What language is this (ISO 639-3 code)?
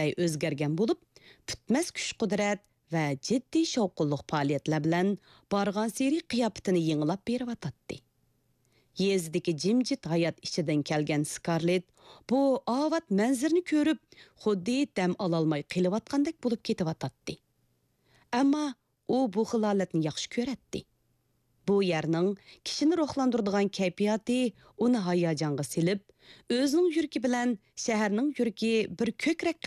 uig